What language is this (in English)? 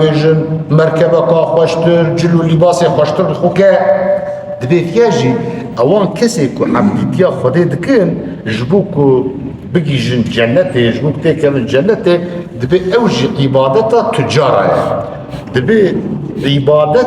Kurdish